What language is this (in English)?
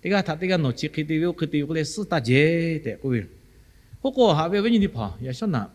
Lahu